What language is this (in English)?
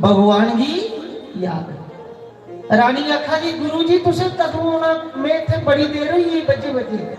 Dogri